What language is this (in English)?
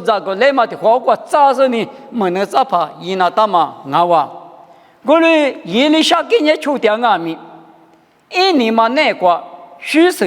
Lisu